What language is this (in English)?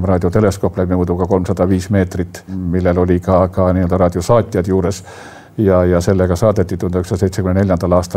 Estonian